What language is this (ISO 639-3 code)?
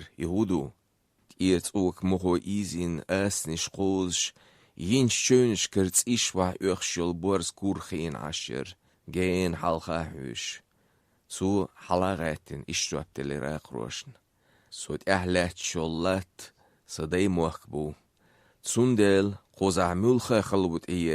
che